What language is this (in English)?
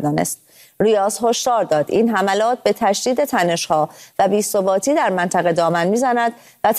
Persian